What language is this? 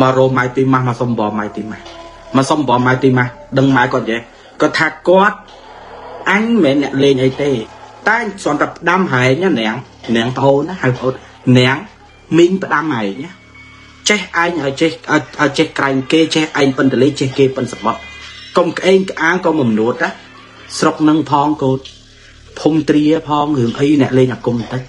Khmer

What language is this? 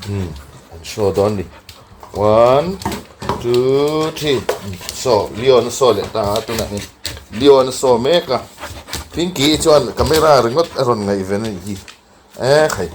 Mizo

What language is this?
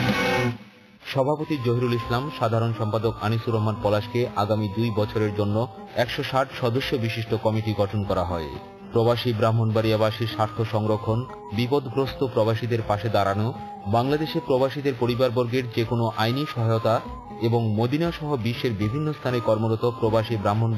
Bangla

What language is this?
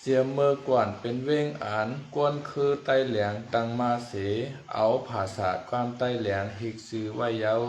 Shan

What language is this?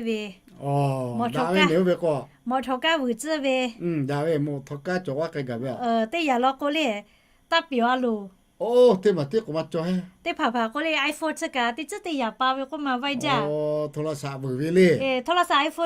Lahu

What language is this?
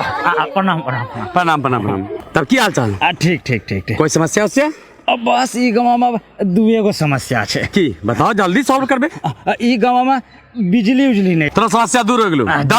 Angika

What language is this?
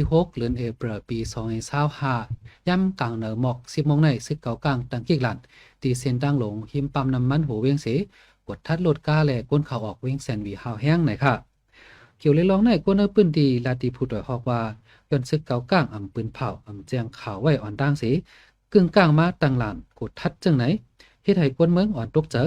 Shan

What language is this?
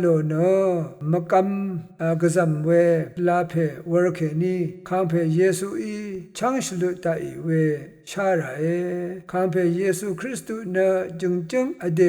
Rawang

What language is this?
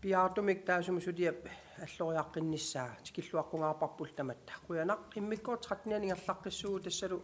Kalaallisut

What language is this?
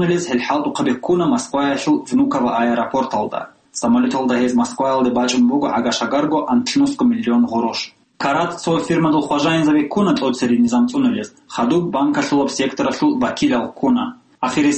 Avaric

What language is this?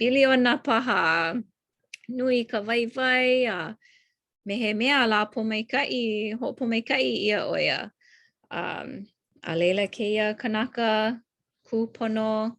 Hawaiian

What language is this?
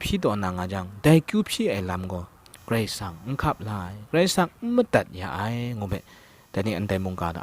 Kachin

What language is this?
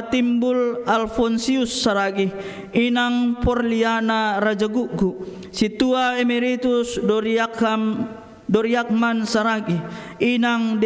Batak Simalungun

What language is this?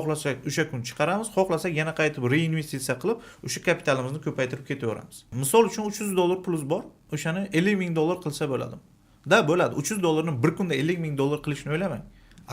Uzbek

